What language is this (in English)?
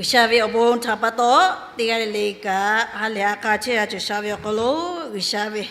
Lahu